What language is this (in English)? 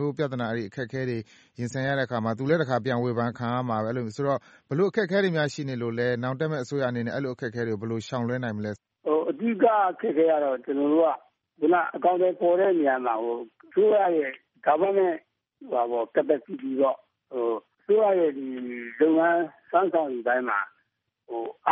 Burmese